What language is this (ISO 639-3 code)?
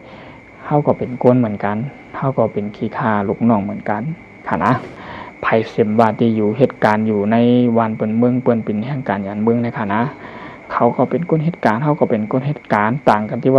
shn